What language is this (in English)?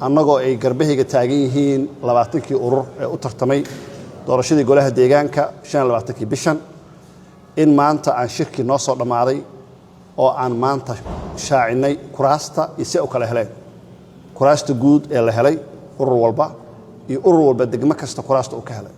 Somali